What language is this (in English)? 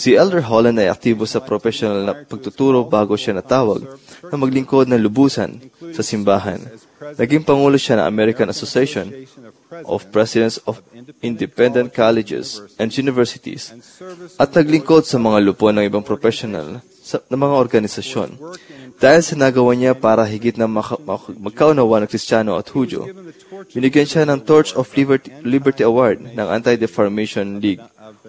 Filipino